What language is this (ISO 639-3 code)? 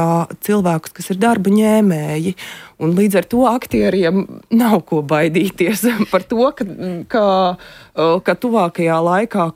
lav